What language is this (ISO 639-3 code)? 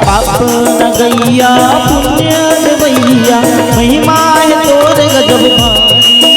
hne